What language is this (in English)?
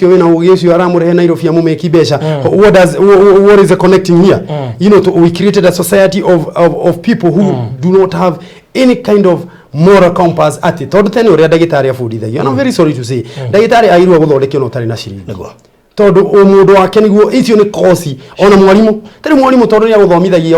Kikuyu